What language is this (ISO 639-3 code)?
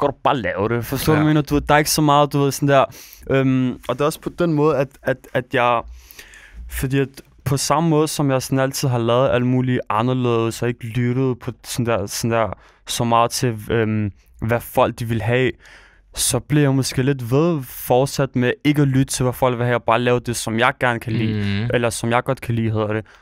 dan